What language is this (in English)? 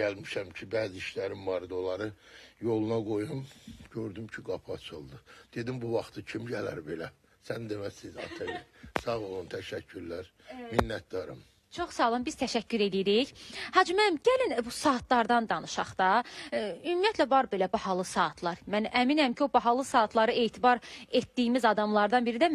Azerbaijani